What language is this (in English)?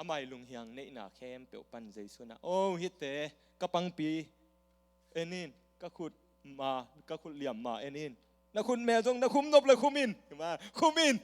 Tedim Chin